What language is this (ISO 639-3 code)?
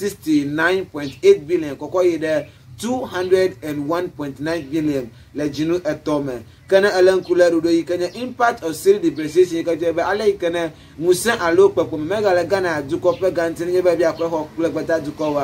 ewe